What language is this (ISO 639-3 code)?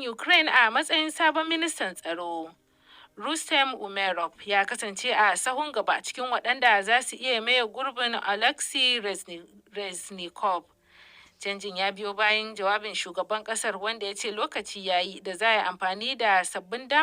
hau